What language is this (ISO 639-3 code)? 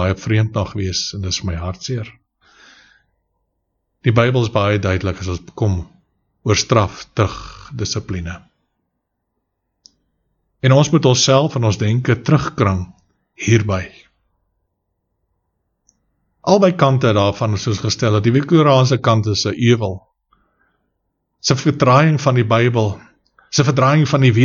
afr